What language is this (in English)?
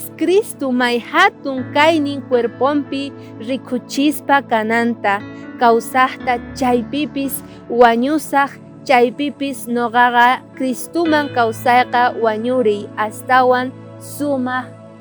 South Bolivian Quechua